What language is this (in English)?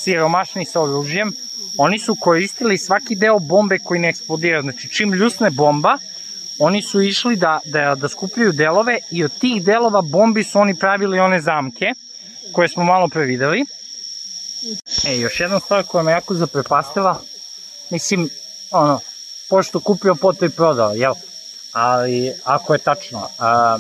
Serbian